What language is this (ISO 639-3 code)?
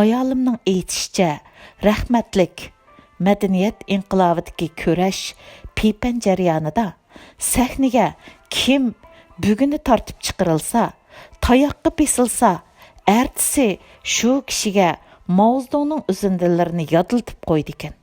uig